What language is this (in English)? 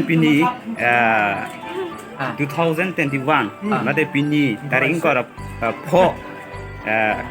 Karbi